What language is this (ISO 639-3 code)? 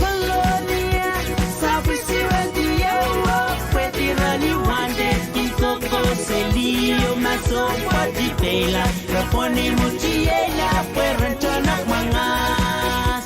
pon